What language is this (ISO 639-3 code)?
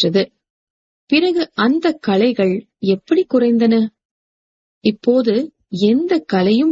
tam